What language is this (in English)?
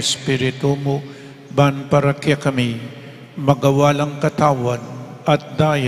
Pampanga